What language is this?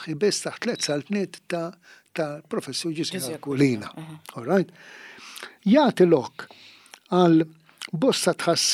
Maltese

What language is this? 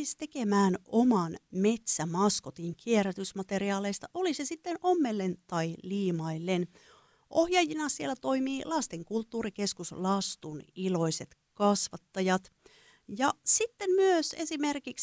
Finnish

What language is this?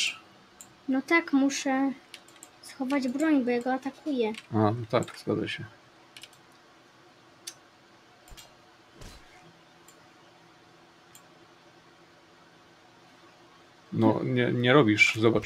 Polish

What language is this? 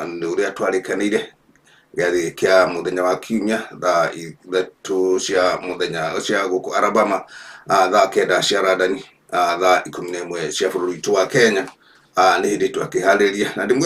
Kikuyu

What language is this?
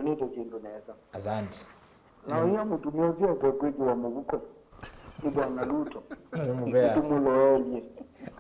Kamba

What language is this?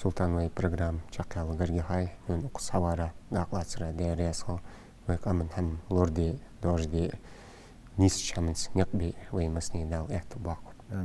Ingush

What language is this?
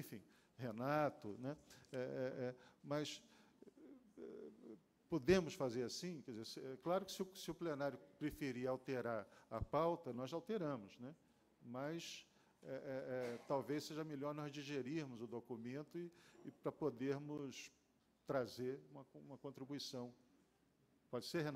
Portuguese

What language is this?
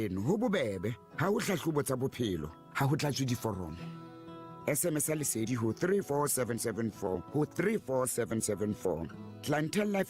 Southern Sotho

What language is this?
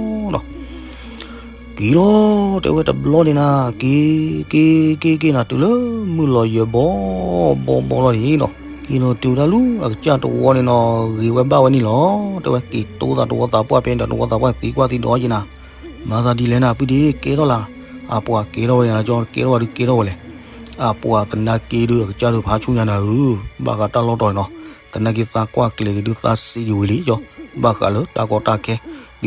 S'gaw Karen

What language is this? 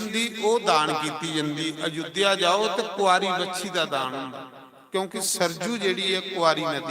Dogri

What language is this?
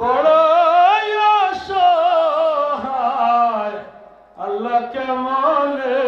Sylheti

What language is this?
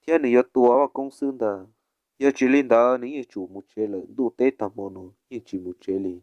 Hmong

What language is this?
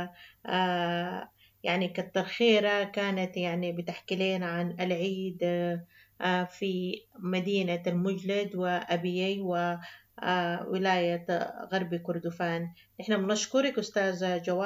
Sudanese Arabic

